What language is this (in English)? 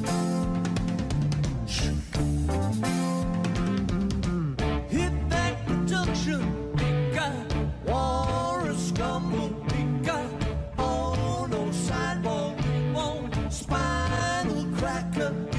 English